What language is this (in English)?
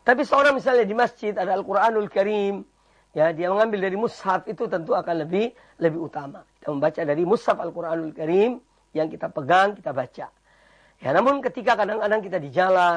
Indonesian